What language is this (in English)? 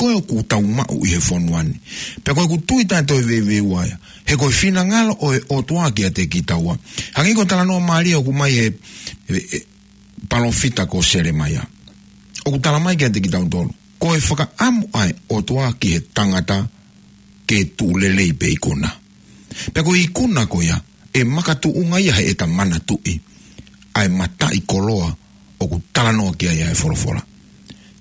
Tongan